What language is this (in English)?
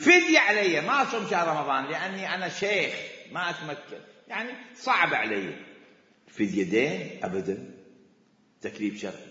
Mesopotamian Arabic